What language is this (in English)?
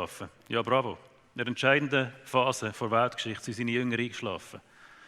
Swiss German